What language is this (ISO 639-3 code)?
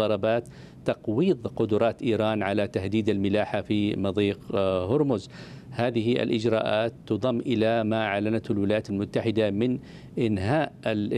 ara